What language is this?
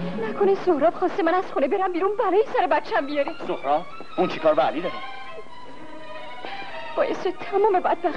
Persian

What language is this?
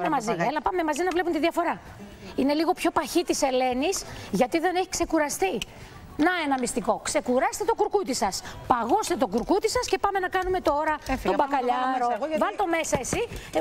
Greek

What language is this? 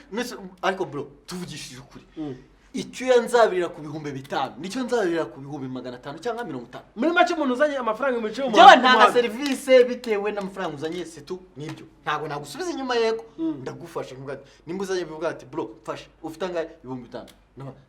Kinyarwanda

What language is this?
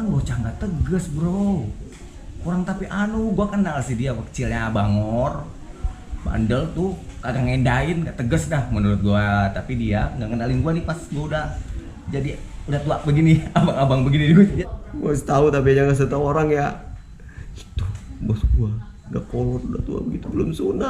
Betawi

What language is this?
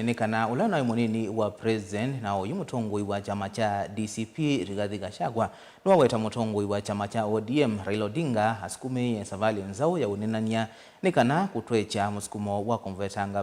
Kamba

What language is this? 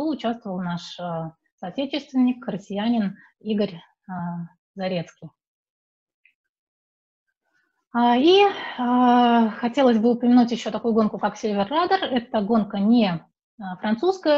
Russian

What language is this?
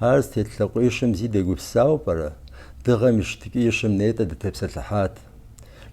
Kabardian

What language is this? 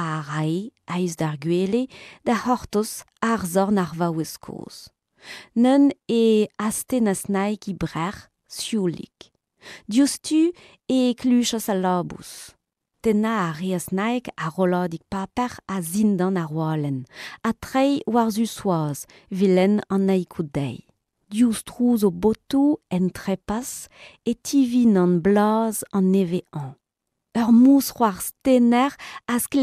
Breton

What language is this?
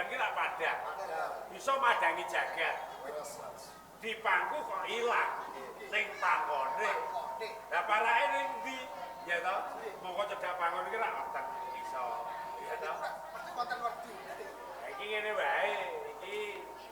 Javanese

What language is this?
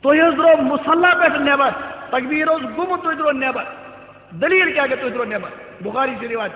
Kashmiri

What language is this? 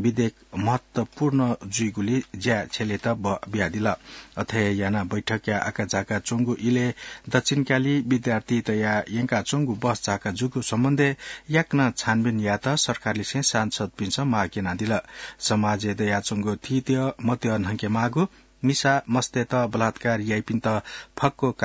Newari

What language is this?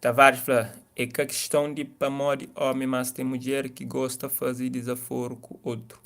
Kabuverdianu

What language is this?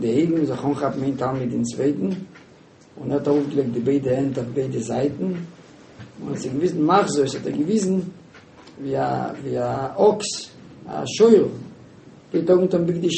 Yiddish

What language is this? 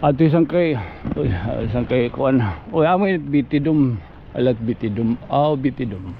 Waray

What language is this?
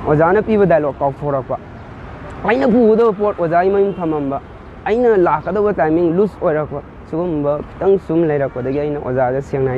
Manipuri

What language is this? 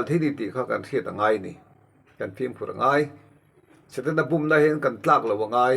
Mizo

